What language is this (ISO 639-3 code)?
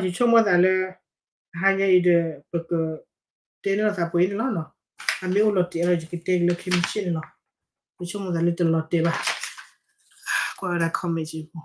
ksw